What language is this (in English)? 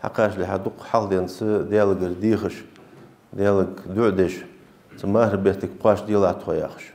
Ingush